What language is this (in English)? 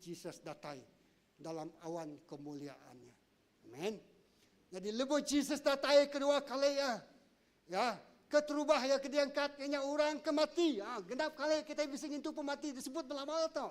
Iban